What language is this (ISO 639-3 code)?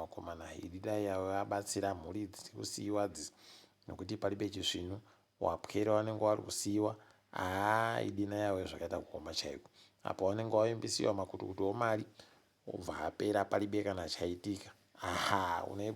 ndc